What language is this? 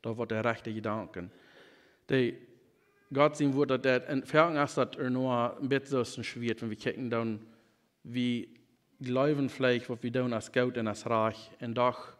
Plautdietsch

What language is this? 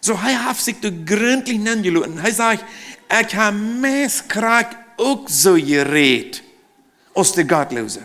Plautdietsch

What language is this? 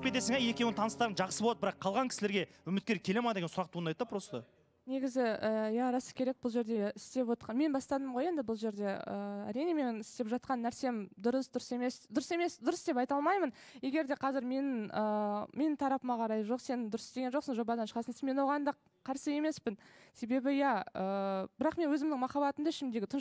Kazakh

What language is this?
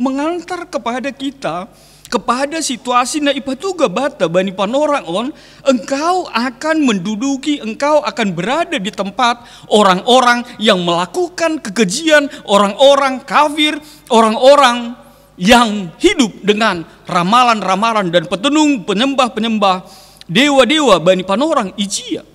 Batak Simalungun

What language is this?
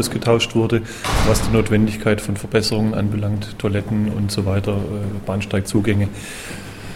German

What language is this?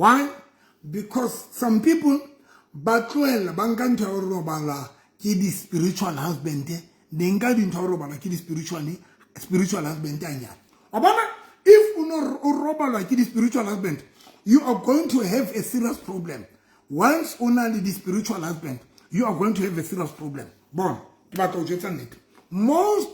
Southern Sotho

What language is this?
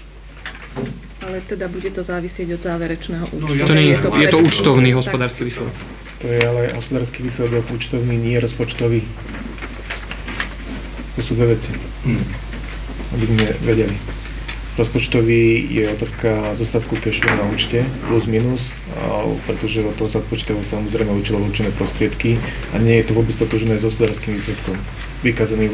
Slovak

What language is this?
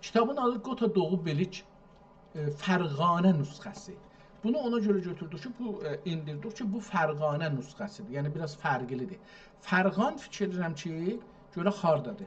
South Azerbaijani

